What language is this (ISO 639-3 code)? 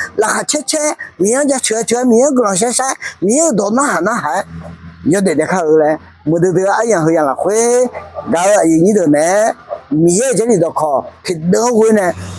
ahk